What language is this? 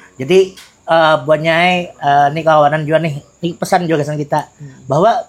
Banjar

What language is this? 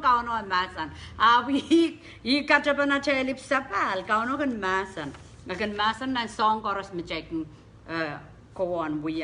Pohnpeian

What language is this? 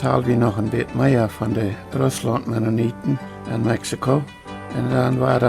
Plautdietsch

